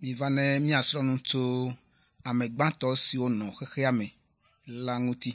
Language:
Ewe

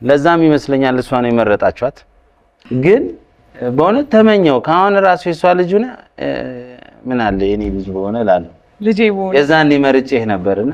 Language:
Amharic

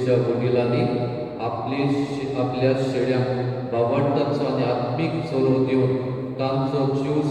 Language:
Konkani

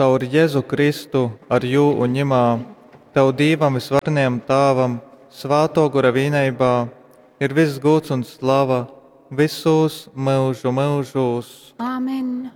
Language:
Latgalian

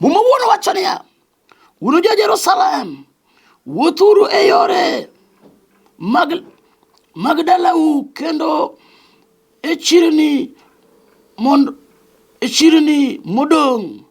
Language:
Luo (Kenya and Tanzania)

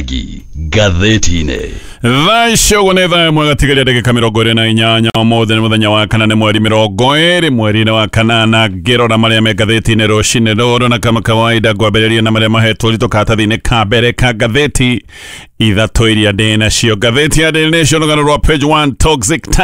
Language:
Kikuyu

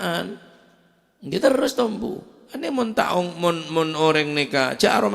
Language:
Madurese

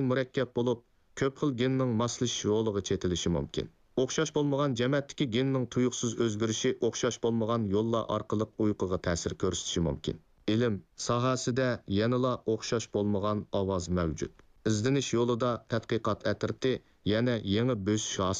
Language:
Uyghur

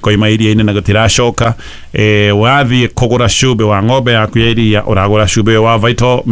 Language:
Kikuyu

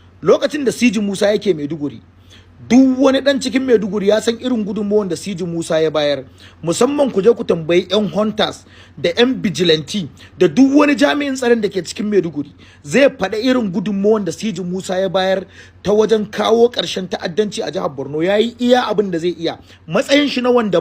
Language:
Hausa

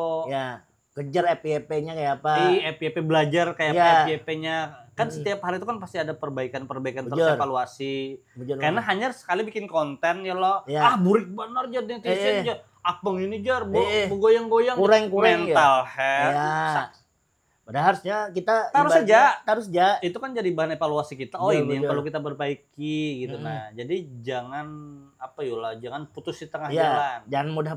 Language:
Banjar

